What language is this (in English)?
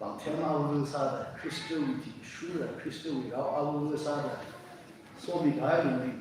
Tangkhul Naga (India)